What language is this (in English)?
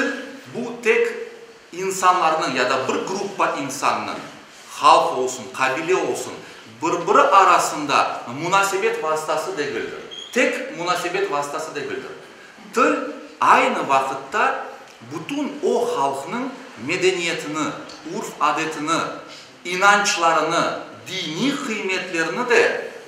Crimean Tatar